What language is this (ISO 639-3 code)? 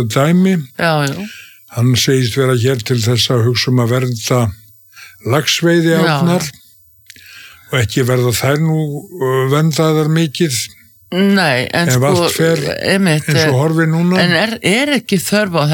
isl